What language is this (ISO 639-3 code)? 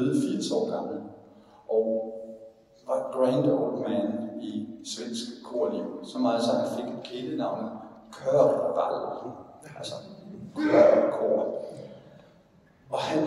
dan